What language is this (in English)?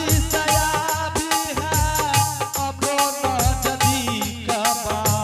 Angika